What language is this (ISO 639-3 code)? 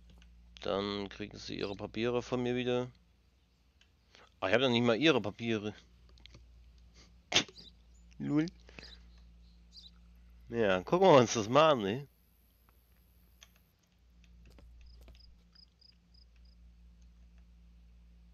deu